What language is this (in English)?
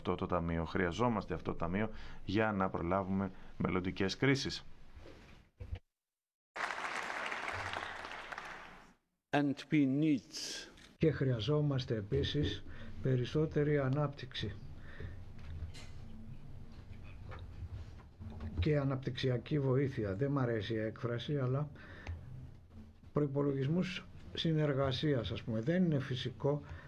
Greek